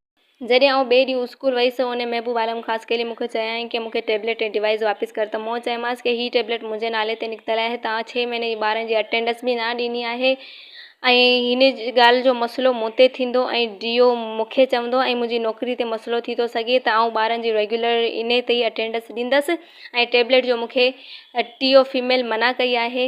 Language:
Sindhi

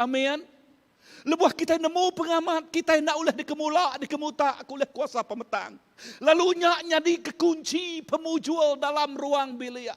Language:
Iban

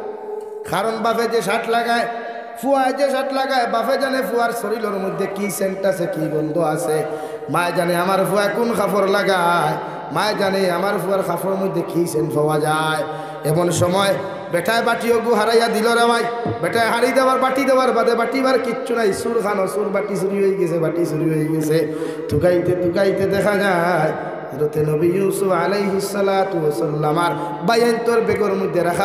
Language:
Sylheti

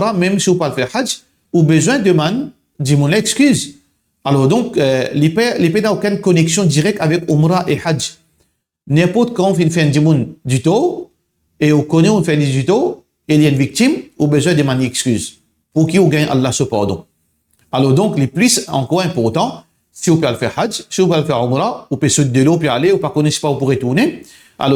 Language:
Morisyen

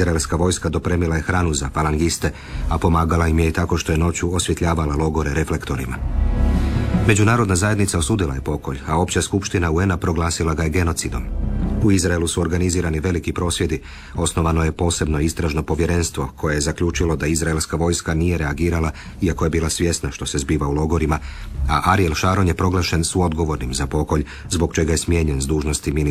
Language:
Croatian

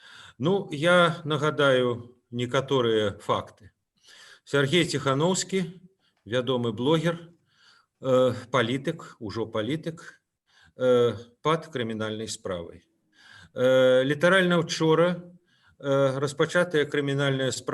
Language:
Belarusian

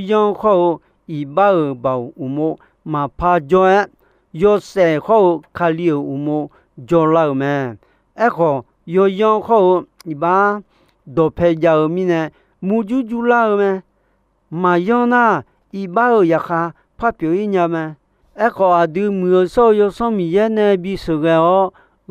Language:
Akha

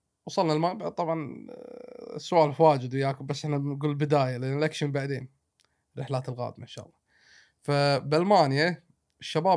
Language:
Gulf Arabic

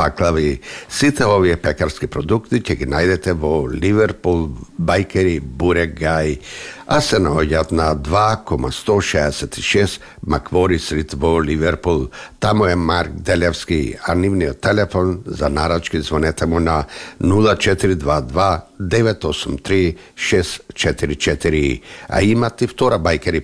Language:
Macedonian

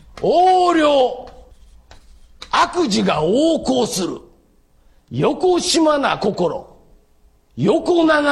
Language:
Japanese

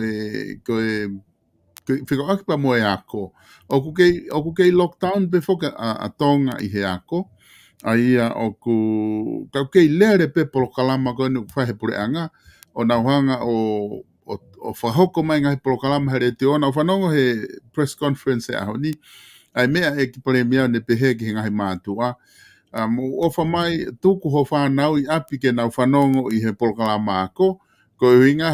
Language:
Tongan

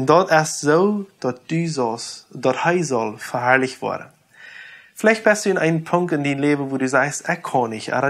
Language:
Plautdietsch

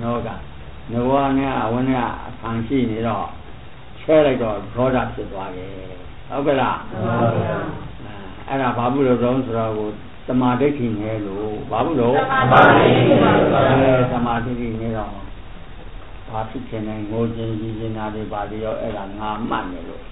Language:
Burmese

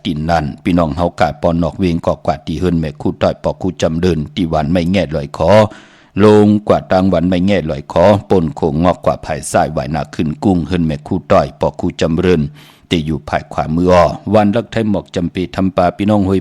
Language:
Shan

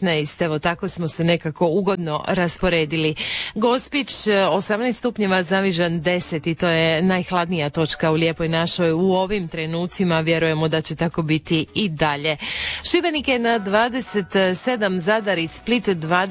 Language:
Croatian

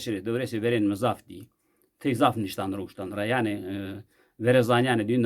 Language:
Zaza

